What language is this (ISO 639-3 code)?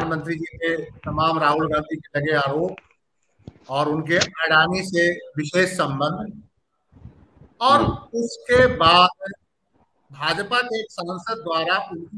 hin